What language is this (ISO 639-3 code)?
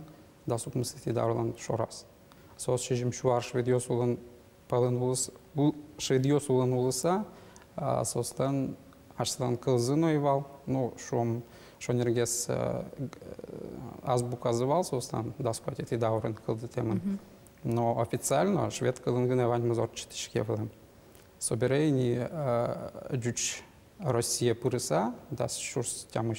udm